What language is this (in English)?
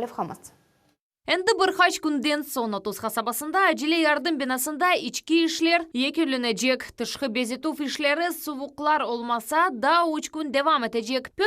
Crimean Tatar